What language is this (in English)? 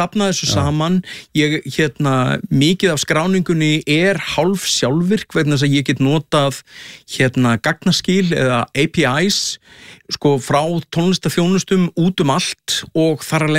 Icelandic